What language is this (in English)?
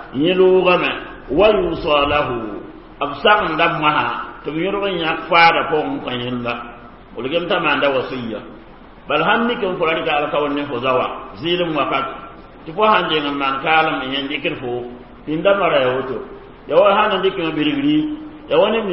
Mossi